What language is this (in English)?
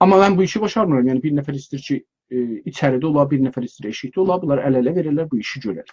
South Azerbaijani